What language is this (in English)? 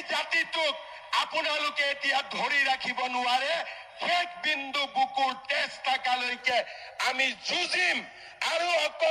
Assamese